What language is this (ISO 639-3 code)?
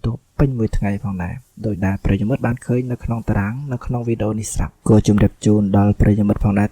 khm